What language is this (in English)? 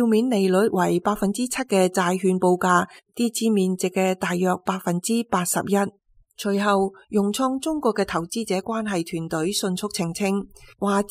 Cantonese